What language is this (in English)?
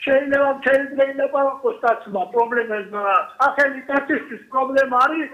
Georgian